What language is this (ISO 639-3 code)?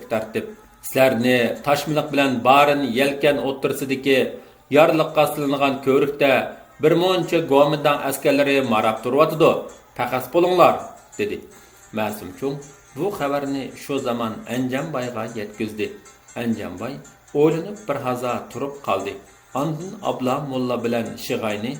uig